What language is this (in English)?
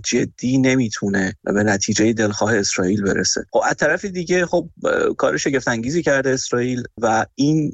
Persian